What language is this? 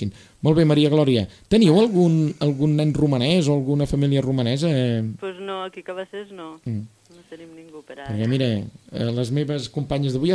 Catalan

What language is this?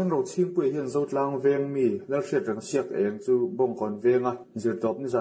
Mizo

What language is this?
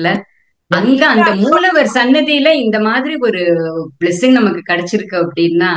Tamil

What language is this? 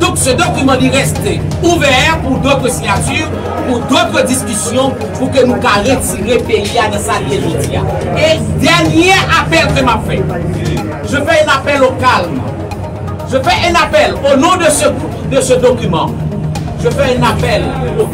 Haitian Creole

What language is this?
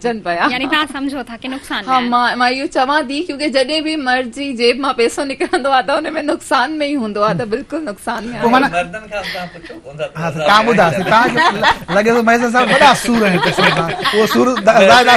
Sindhi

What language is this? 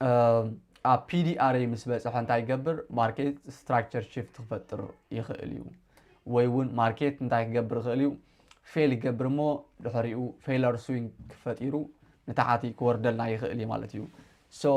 Tigrinya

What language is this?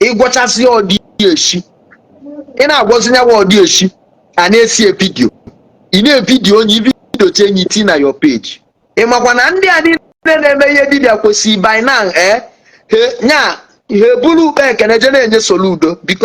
Igbo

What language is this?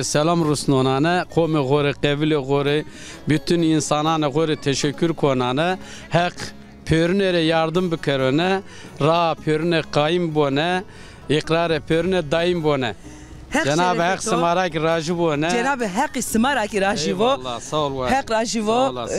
Zaza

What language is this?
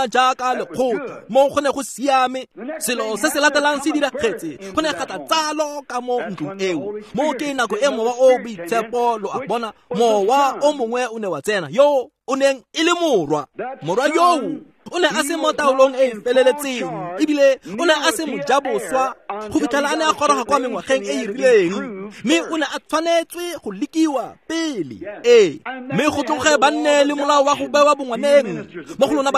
Tswana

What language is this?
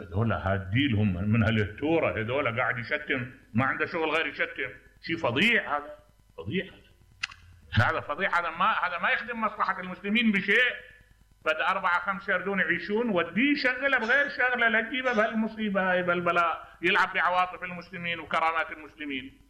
Mesopotamian Arabic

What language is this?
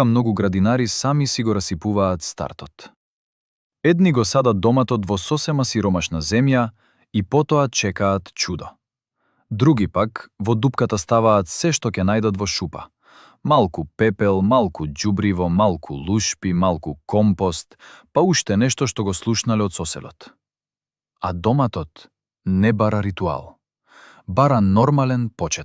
Macedonian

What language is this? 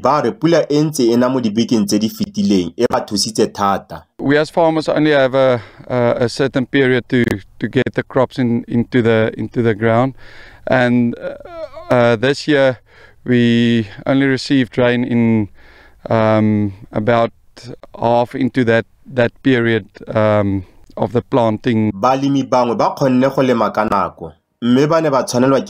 Tswana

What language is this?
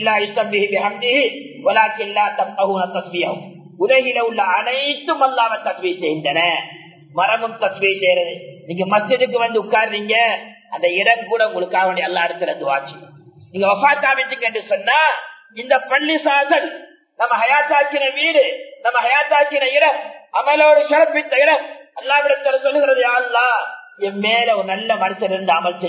Tamil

